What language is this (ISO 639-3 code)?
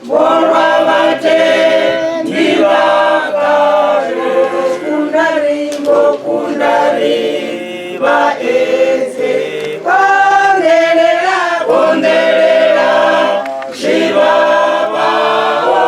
ven